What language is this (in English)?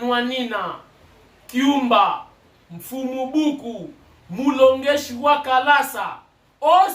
Lingala